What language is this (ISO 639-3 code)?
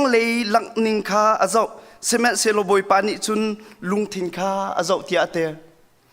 cnh